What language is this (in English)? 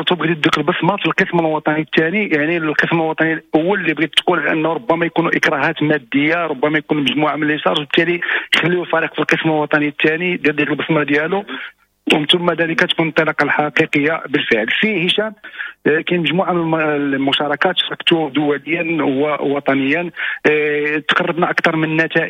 Moroccan Arabic